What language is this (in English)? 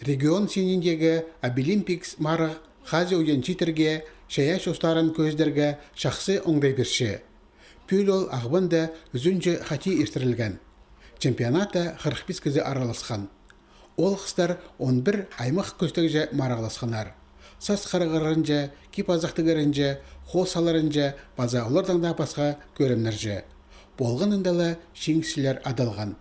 Khakas